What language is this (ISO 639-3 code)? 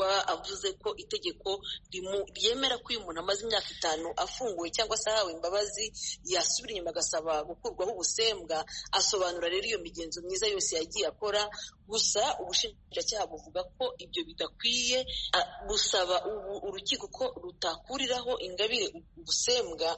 kin